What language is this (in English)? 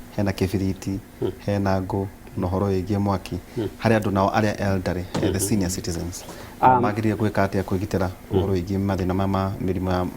Kikuyu